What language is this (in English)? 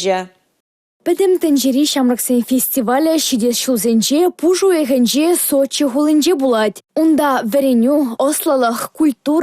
Chuvash